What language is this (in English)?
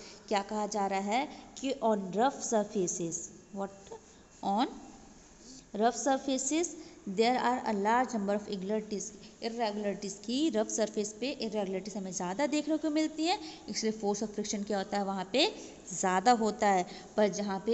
Hindi